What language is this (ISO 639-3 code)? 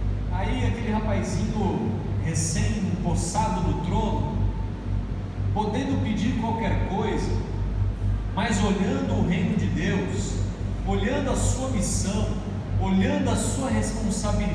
por